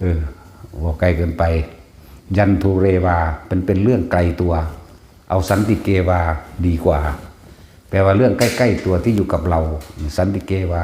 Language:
Northeastern Thai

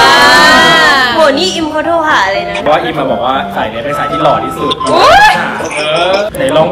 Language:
Thai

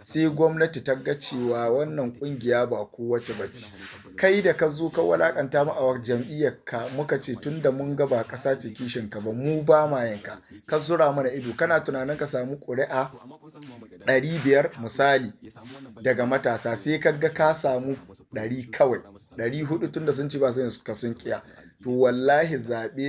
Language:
Hausa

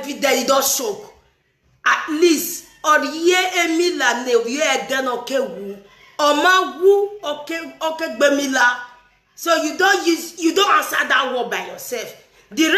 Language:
Nigerian Pidgin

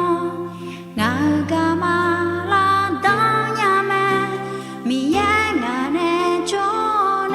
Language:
Akha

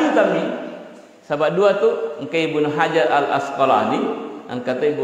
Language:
Buginese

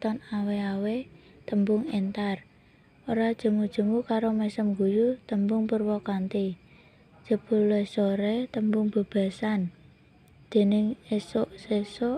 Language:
Javanese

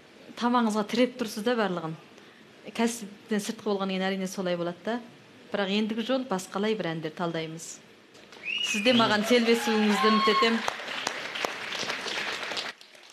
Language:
Kazakh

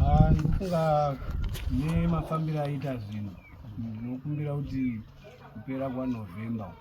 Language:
Shona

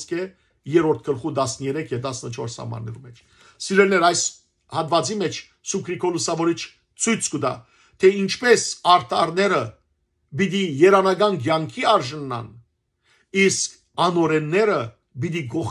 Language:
Western Armenian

